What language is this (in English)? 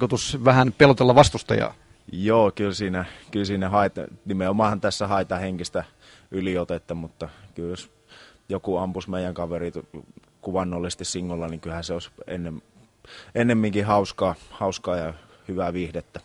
Finnish